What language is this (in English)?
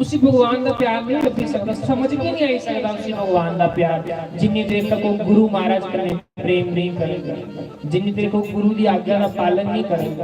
Dogri